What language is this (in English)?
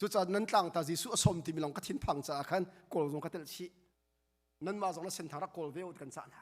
Hakha Chin